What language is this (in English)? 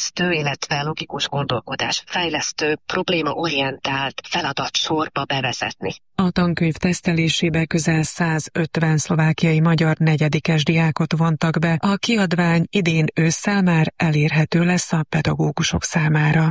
Hungarian